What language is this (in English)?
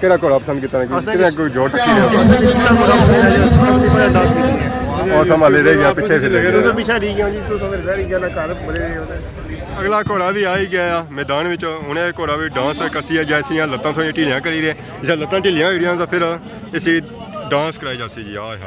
Pahari-Potwari